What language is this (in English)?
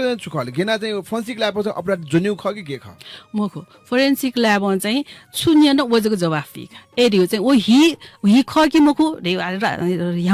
Newari